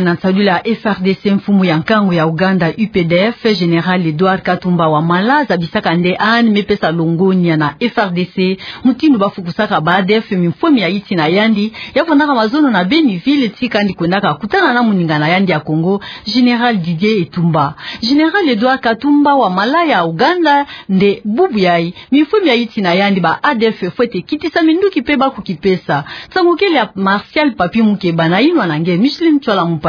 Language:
Kituba (Democratic Republic of Congo)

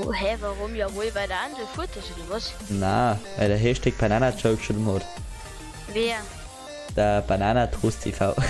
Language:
Bavarian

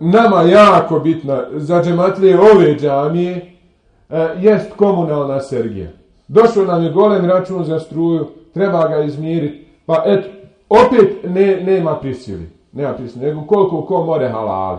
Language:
Bosnian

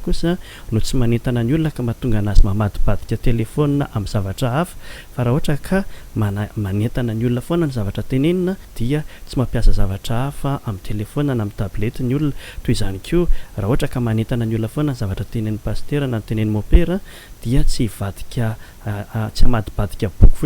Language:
Malagasy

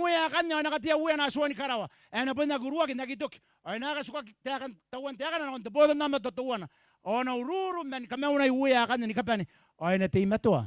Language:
Gilbertese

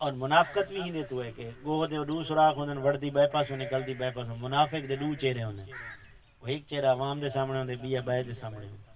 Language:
Saraiki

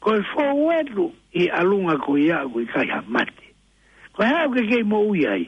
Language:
Tongan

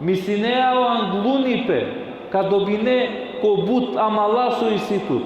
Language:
Balkan Romani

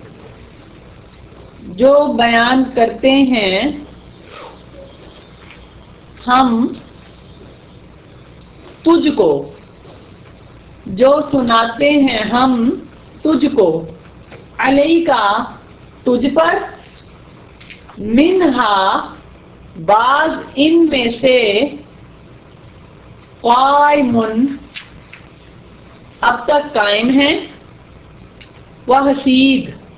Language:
Urdu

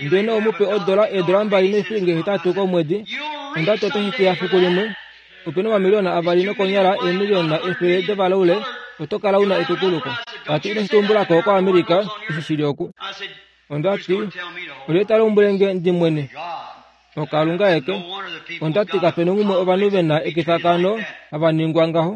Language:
Kuanyama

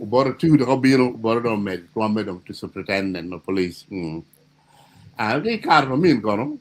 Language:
Acoli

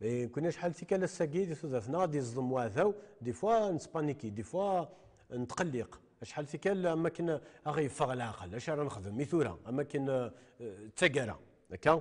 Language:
Kabyle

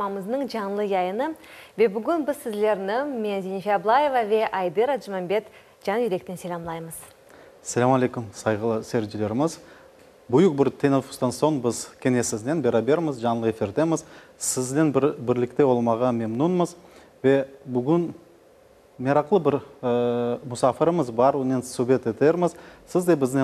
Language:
Crimean Tatar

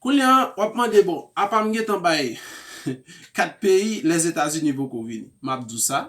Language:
Haitian Creole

